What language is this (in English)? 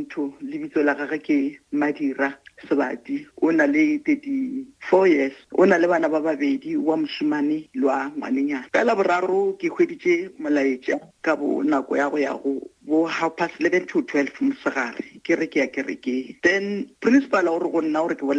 Northern Sotho